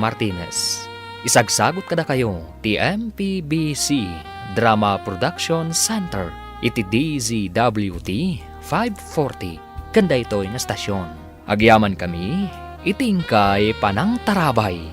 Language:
Iloko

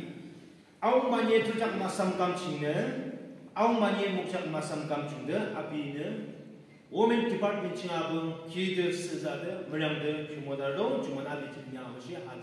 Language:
Yimchungru Naga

